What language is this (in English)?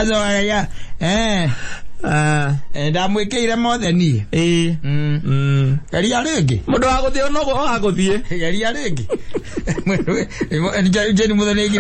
Kikuyu